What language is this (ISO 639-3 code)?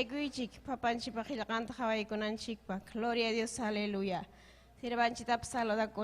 quy